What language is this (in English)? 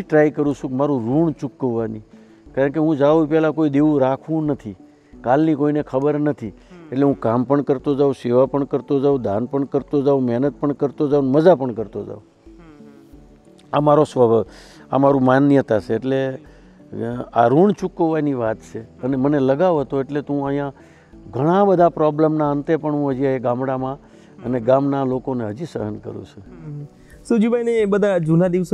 Gujarati